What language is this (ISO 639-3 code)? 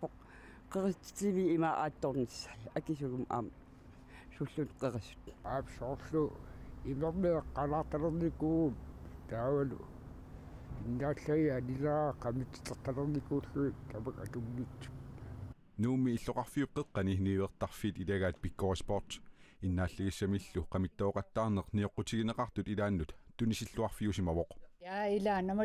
kal